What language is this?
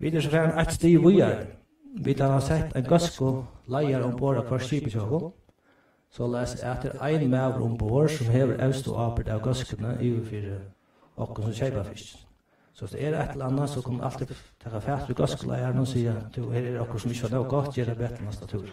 Faroese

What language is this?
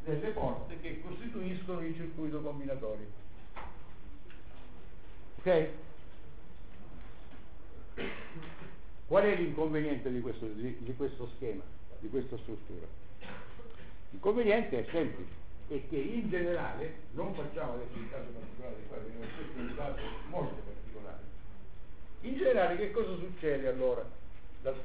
Italian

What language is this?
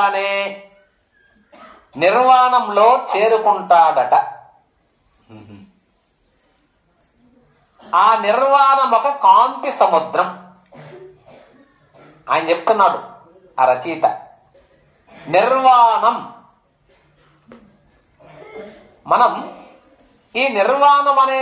Telugu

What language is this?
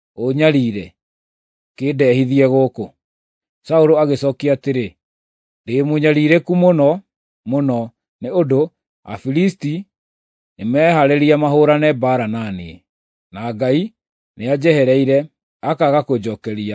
Kikuyu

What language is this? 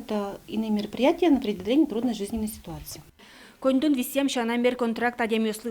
Udmurt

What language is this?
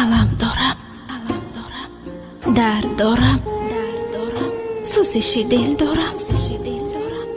Tajik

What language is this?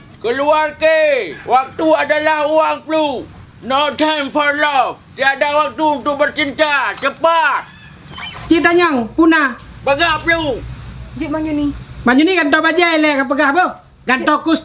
Achinese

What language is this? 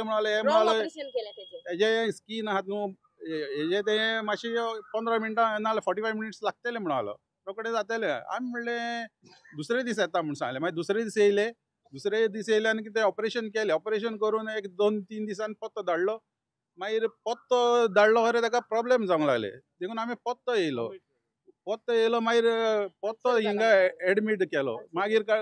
Konkani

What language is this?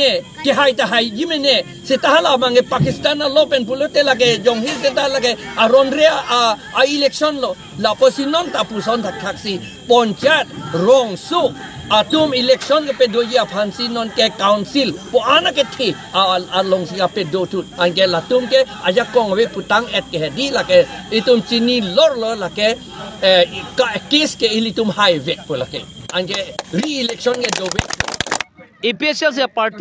Karbi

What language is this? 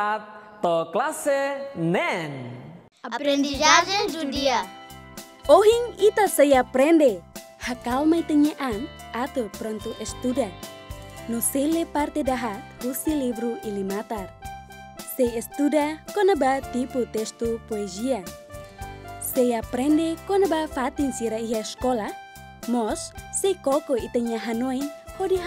Tetum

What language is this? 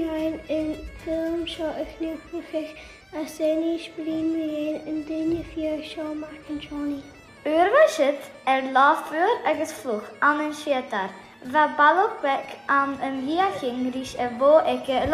Scottish Gaelic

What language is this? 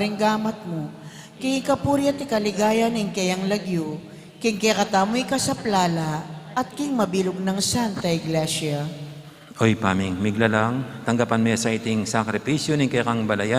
Pampanga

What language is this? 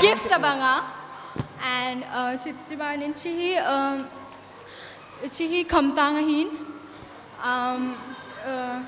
Thado Chin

